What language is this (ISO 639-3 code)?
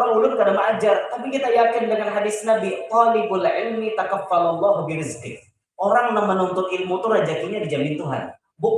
bjn